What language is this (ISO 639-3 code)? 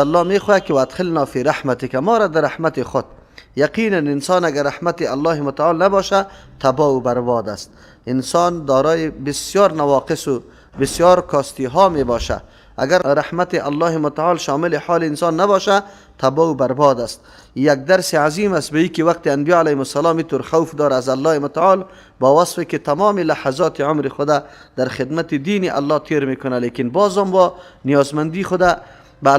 fas